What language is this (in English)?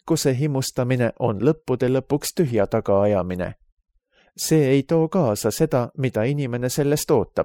Estonian